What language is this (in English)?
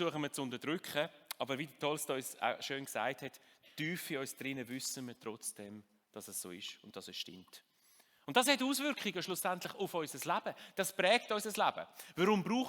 Swiss German